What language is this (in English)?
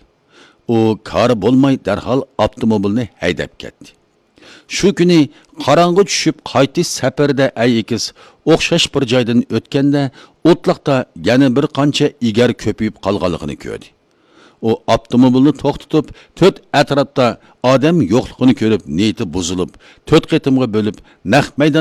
Uyghur